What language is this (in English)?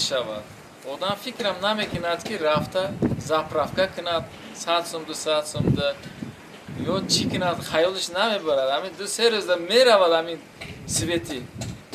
Tajik